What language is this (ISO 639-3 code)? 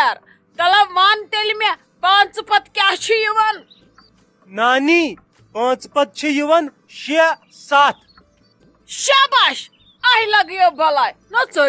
kas